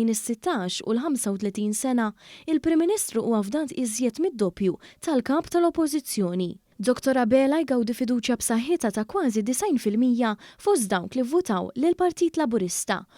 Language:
Maltese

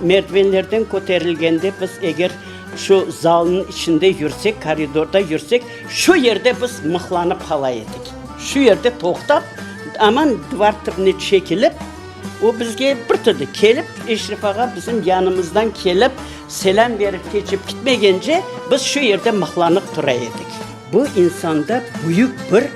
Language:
Crimean Tatar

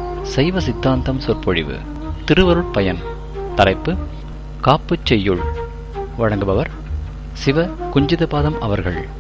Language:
Tamil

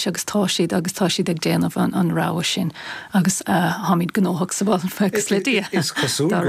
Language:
Irish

